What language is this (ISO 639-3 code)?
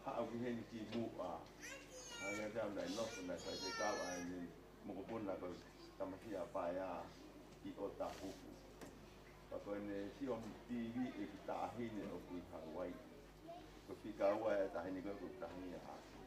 ton